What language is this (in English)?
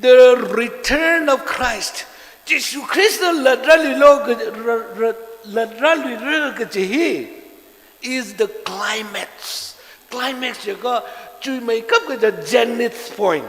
Tangkhul Naga (India)